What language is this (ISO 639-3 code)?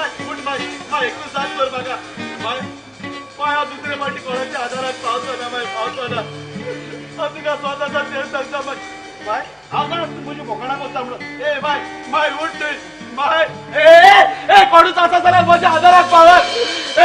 kok